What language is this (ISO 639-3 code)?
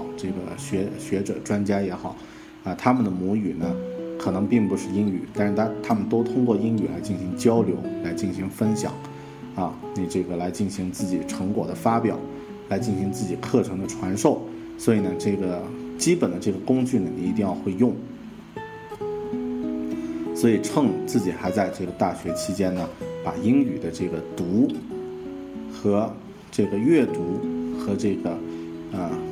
zho